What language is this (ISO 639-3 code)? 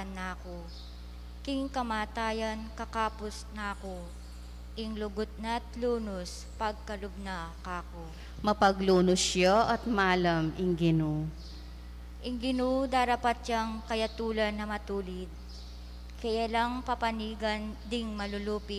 pam